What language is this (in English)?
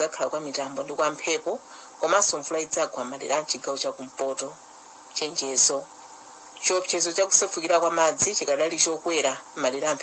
Nyanja